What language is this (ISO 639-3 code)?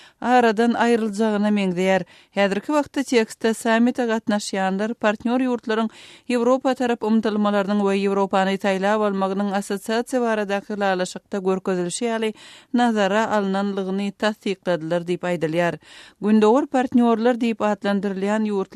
tuk